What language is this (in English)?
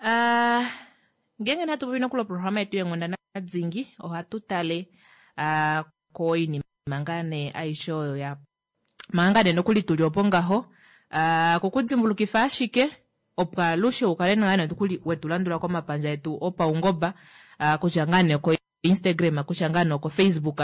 Kuanyama